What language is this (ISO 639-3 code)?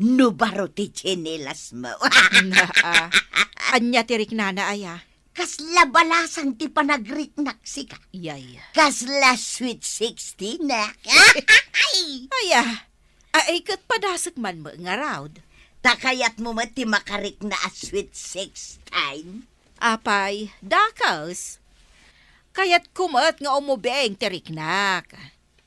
ilo